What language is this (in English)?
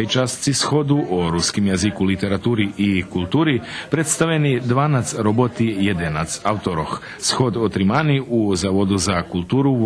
Rusyn